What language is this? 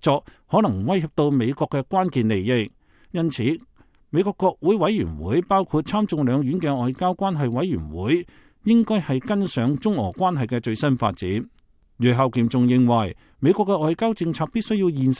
Cantonese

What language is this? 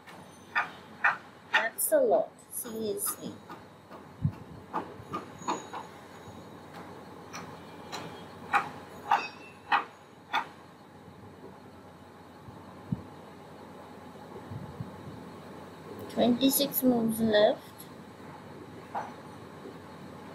English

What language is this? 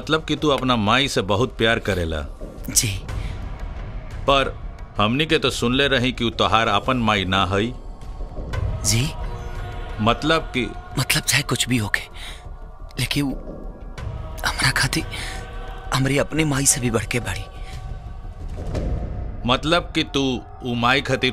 Bhojpuri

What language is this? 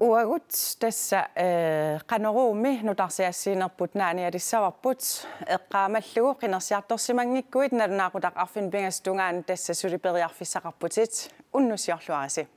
Kalaallisut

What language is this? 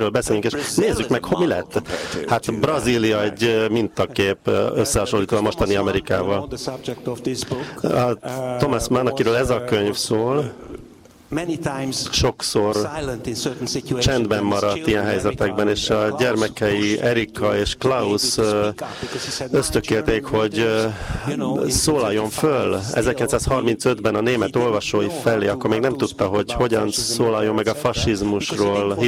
Hungarian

